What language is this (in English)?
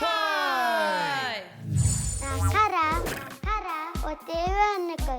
Māori